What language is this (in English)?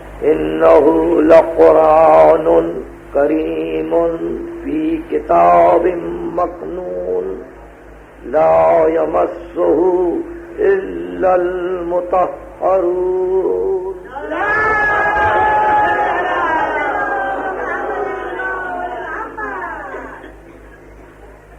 Urdu